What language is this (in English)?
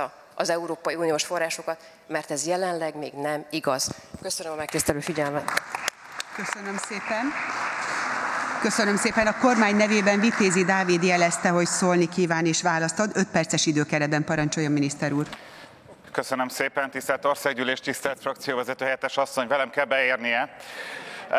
Hungarian